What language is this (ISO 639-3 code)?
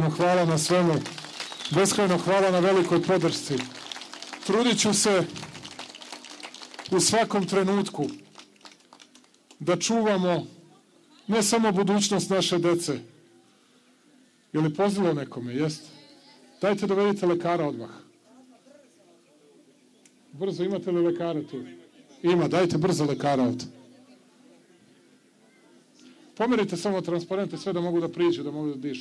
srp